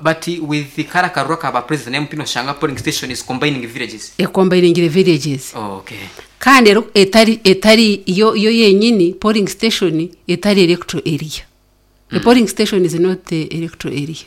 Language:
Nyankole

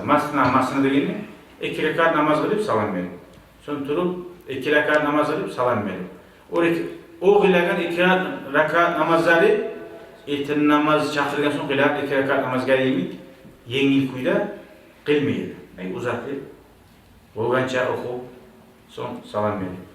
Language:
Kumyk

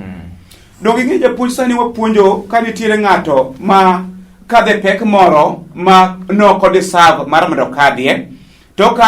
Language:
Luo (Kenya and Tanzania)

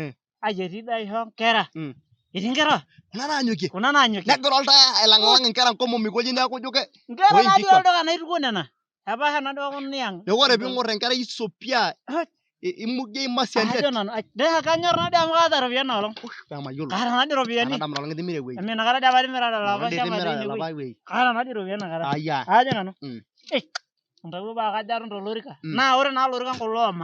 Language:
Masai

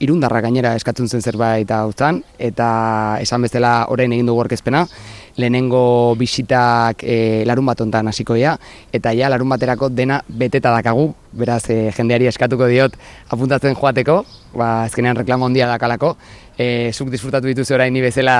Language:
Basque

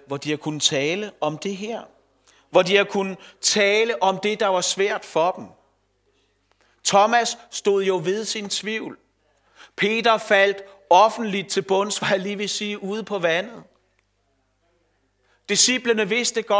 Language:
Danish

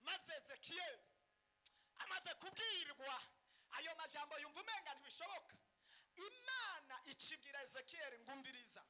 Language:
Rundi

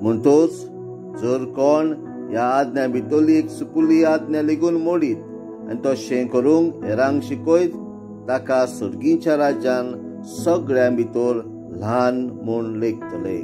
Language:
Konkani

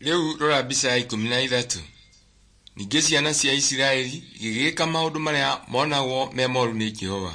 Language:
Kikuyu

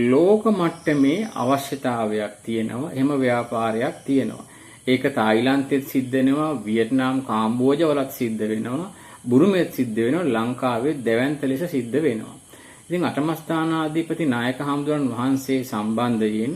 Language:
Sinhala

